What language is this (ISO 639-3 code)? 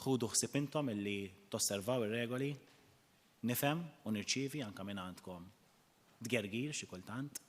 mlt